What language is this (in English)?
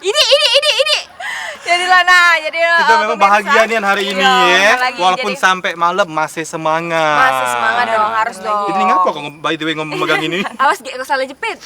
Musi